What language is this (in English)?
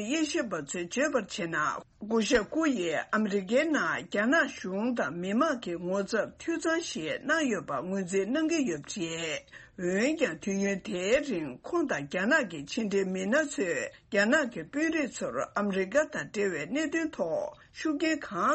Tibetan